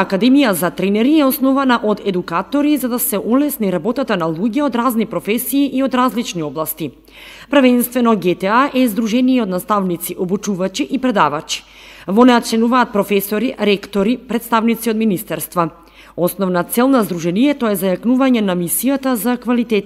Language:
Macedonian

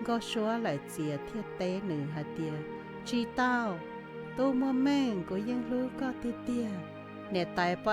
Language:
Hmong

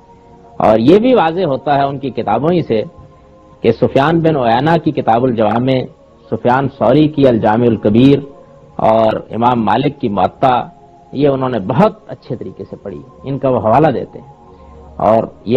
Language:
Urdu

